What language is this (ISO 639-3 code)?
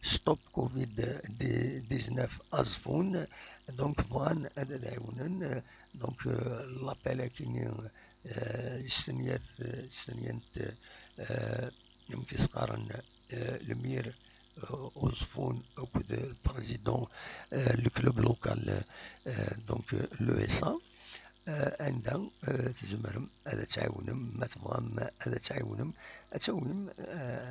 kab